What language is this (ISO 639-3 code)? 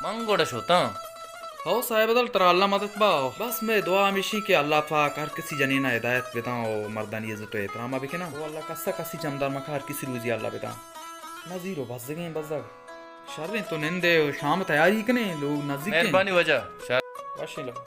bal